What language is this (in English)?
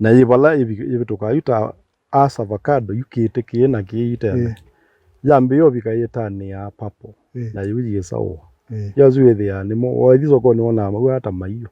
Kamba